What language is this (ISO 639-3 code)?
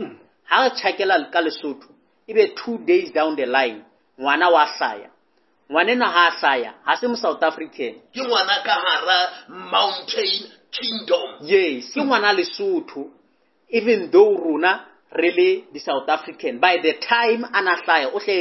sot